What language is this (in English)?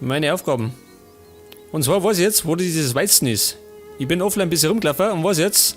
Bavarian